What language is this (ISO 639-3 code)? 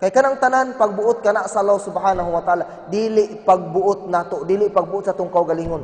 ceb